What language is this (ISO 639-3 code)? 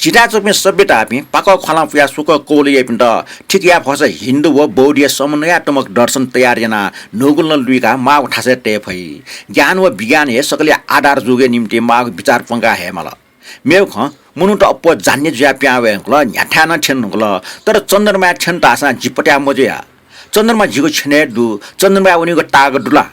new